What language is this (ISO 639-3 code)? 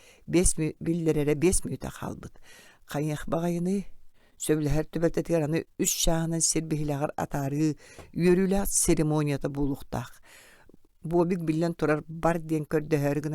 sah